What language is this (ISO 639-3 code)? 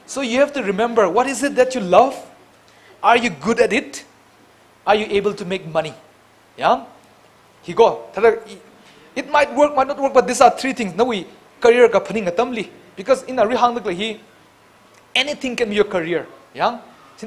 nmf